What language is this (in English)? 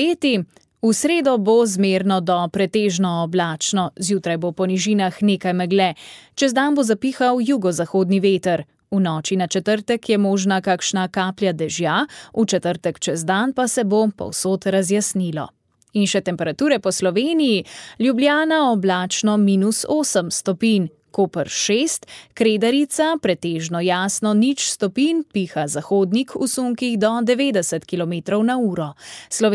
Slovenian